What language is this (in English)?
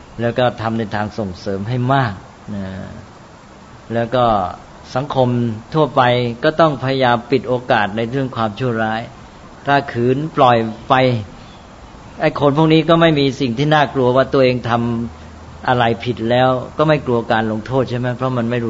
Thai